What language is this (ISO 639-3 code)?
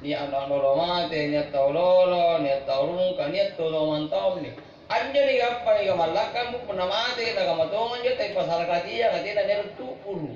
mak